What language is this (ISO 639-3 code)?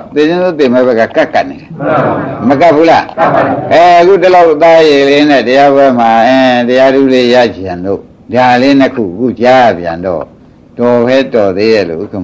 mya